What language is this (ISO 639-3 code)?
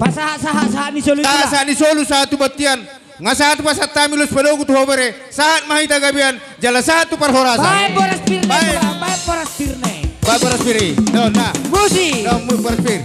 bbc